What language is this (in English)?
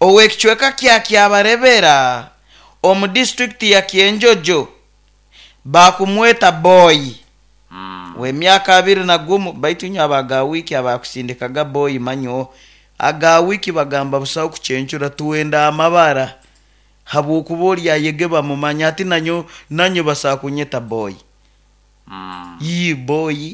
Nyoro